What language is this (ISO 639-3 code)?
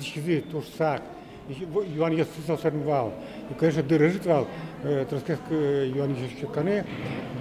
udm